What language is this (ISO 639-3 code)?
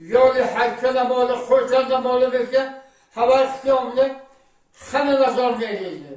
tgk